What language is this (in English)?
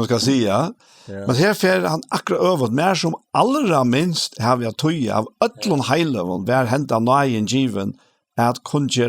Faroese